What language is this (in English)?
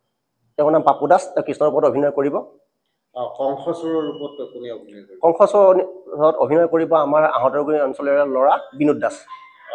Assamese